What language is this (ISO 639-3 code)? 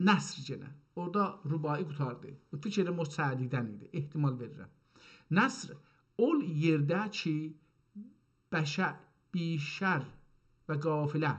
azb